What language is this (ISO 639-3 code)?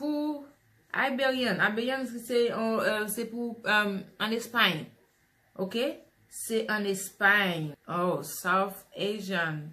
hat